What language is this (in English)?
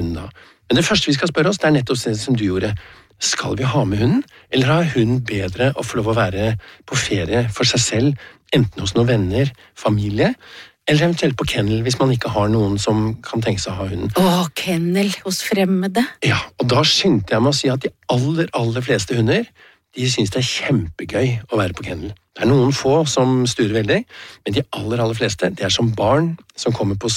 Norwegian